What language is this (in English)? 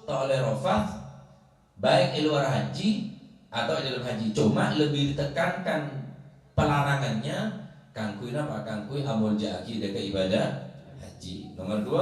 Madurese